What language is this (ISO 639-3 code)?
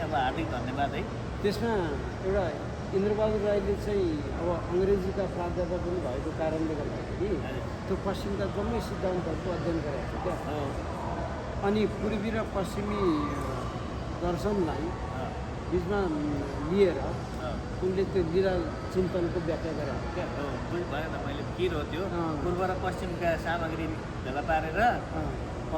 nep